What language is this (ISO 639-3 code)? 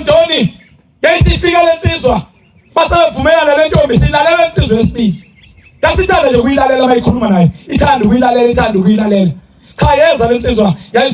zul